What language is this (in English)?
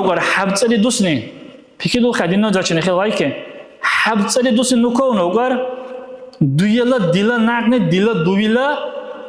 Dargwa